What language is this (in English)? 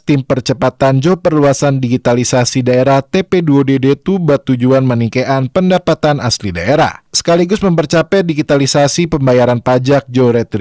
Minangkabau